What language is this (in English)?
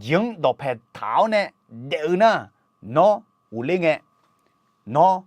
Akha